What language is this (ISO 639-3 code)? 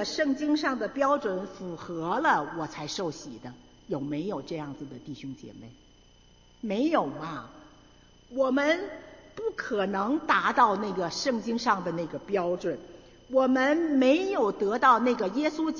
zho